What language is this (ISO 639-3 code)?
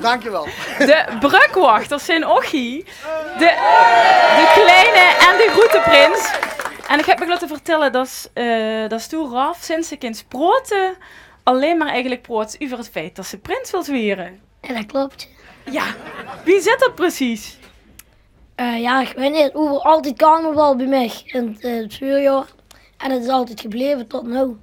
lim